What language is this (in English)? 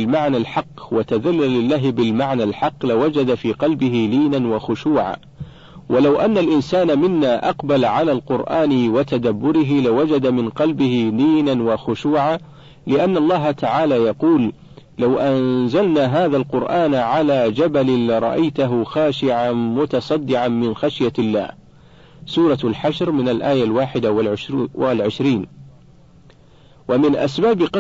Arabic